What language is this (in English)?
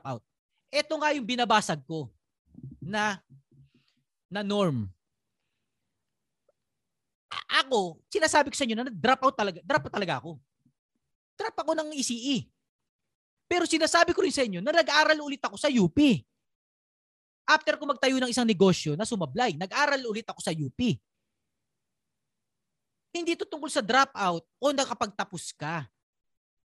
Filipino